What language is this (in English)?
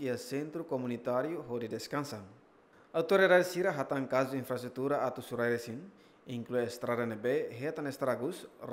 Tetum